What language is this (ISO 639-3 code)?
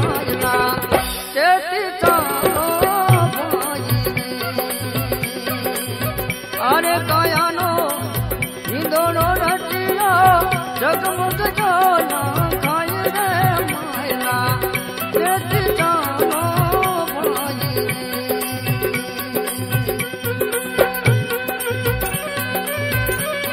guj